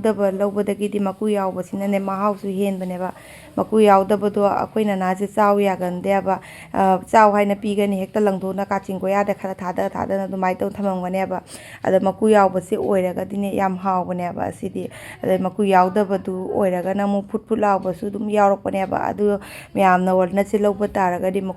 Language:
Manipuri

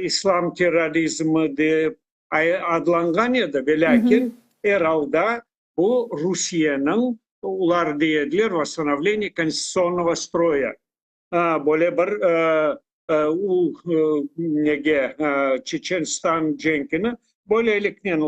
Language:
Crimean Tatar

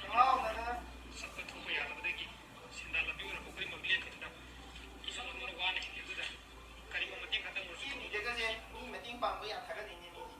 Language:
Manipuri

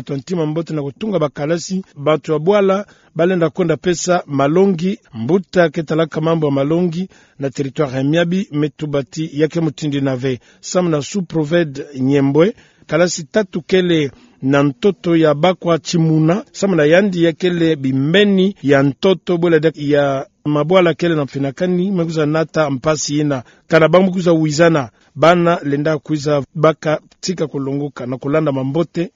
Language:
Kituba (Democratic Republic of Congo)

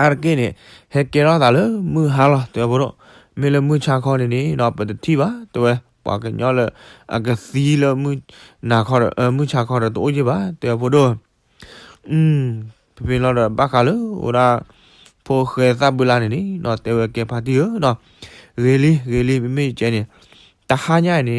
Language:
S'gaw Karen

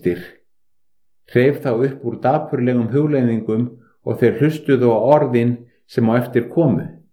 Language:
Icelandic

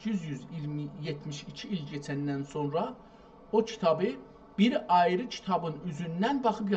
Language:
South Azerbaijani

